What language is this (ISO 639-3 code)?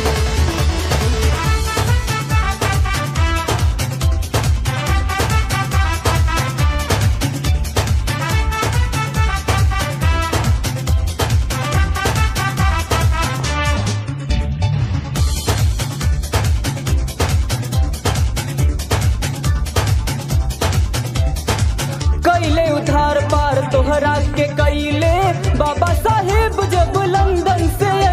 bho